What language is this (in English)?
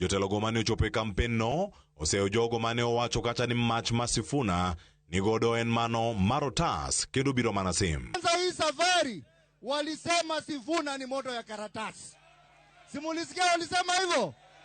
Luo (Kenya and Tanzania)